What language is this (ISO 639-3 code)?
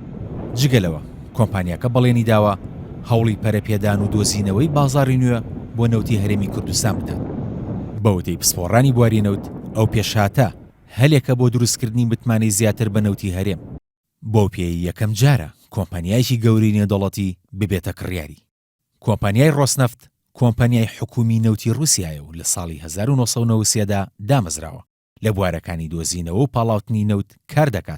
ckb